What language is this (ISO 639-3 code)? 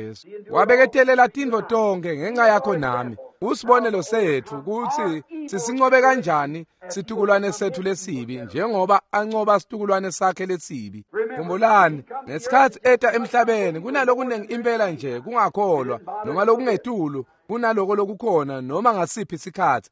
ssw